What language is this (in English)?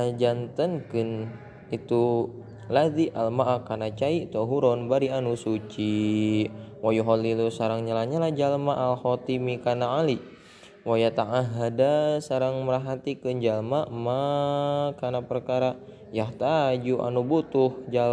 Sundanese